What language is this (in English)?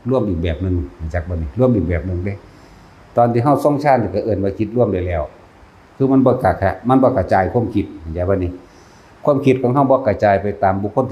Northeastern Thai